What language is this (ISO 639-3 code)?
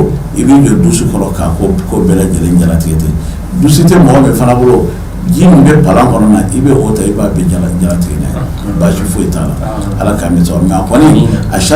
bam